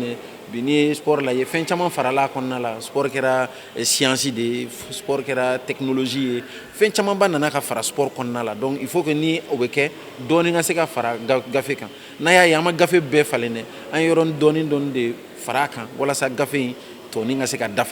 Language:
Bambara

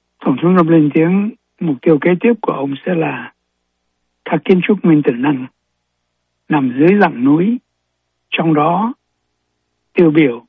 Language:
Vietnamese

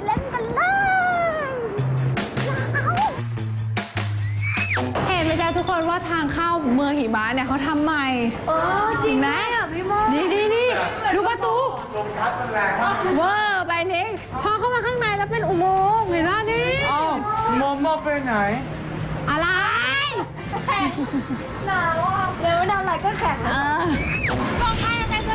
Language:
Thai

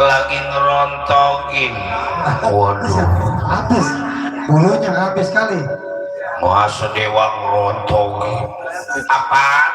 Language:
Betawi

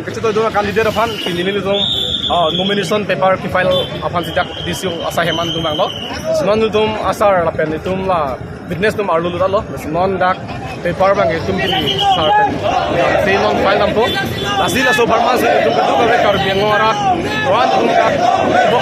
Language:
Karbi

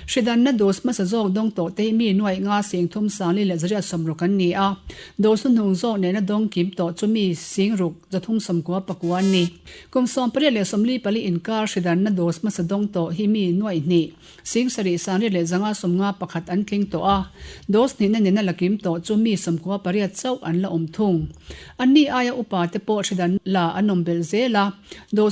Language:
Mizo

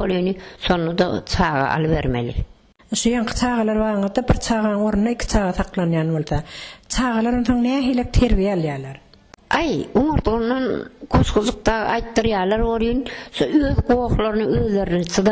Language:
Turkmen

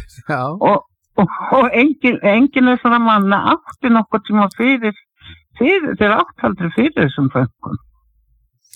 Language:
Icelandic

